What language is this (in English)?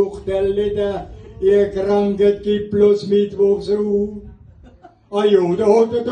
Palatine German